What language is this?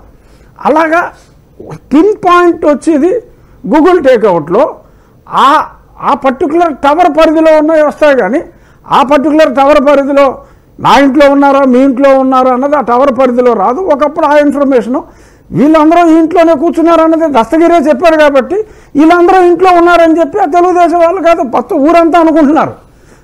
Telugu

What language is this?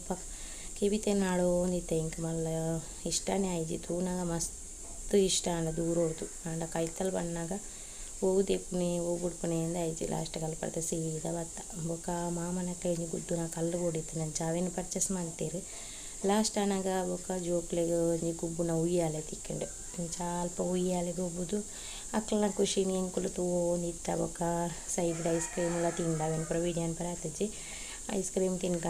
Tulu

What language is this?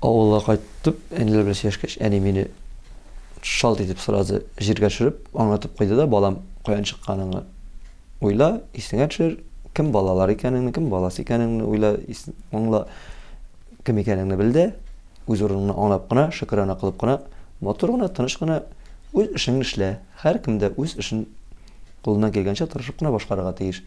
Tatar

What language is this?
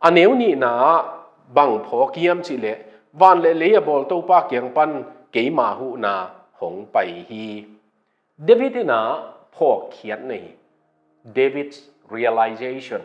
Tedim Chin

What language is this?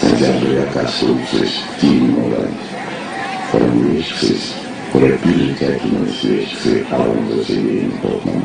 Erzya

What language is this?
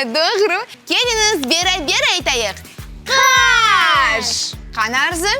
Crimean Tatar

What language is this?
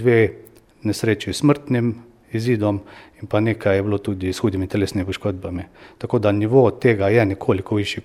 Slovenian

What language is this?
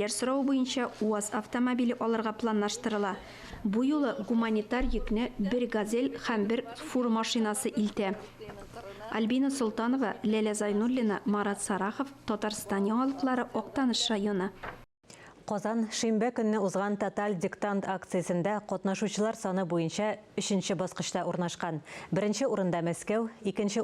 Tatar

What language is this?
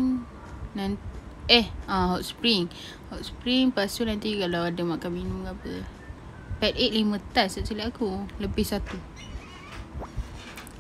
Malay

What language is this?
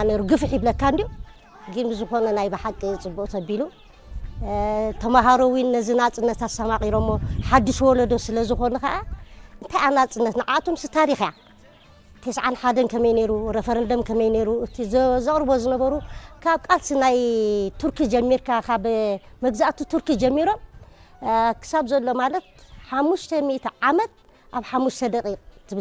Tigrinya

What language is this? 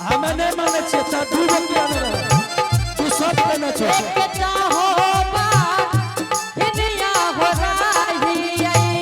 Angika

